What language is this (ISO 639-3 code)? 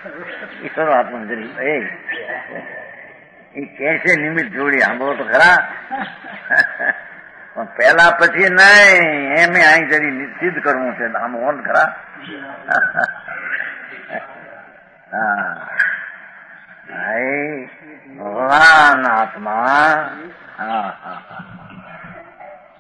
guj